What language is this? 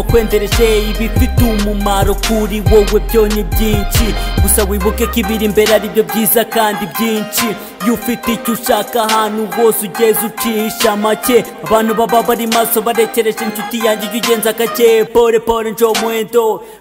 Kinyarwanda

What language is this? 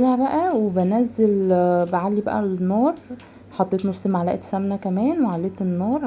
Egyptian Arabic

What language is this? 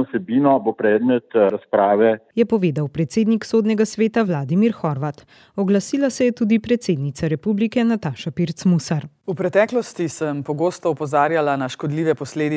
Slovenian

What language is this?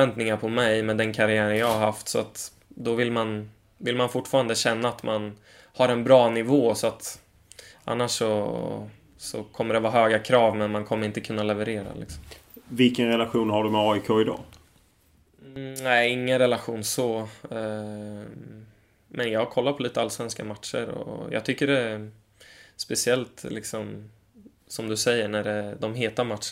Swedish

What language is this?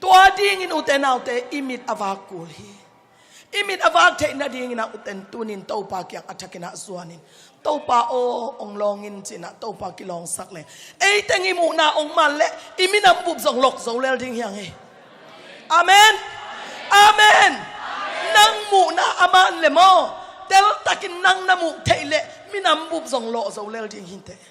Tedim Chin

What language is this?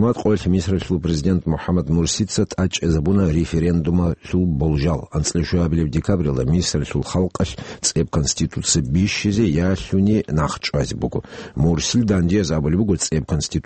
Avaric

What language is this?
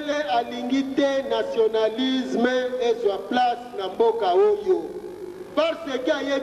Lingala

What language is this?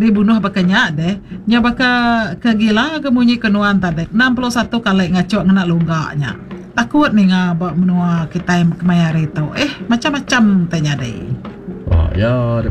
Iban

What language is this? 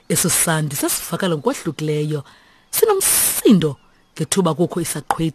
Xhosa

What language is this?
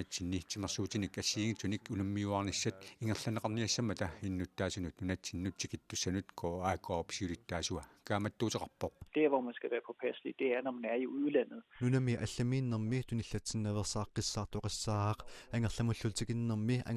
Kalaallisut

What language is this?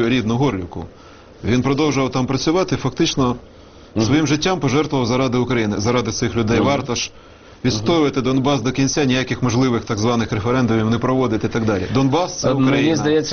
Ukrainian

